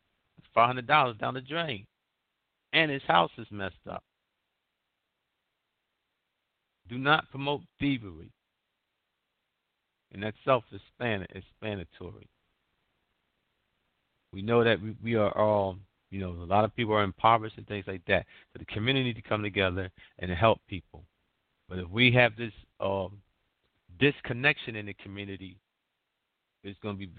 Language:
English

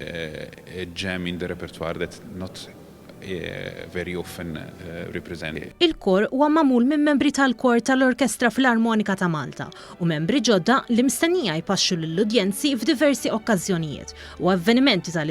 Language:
Maltese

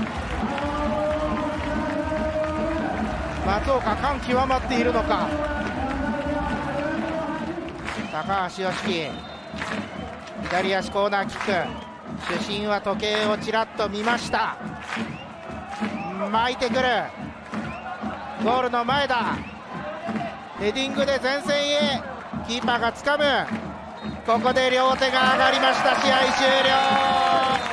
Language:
Japanese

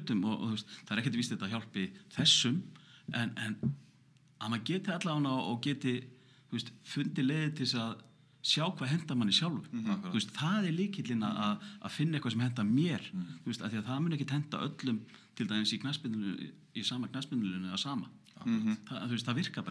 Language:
Icelandic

